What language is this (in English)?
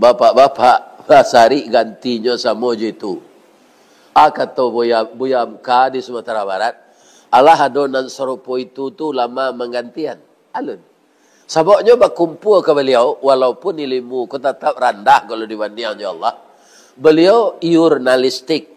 Minangkabau